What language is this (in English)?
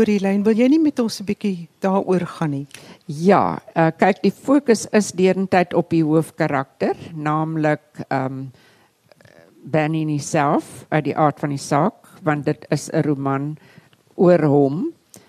Afrikaans